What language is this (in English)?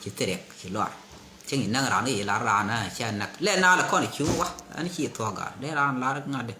Nuer